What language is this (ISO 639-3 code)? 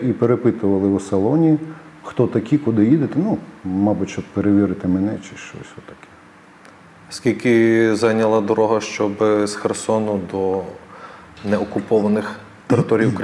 ukr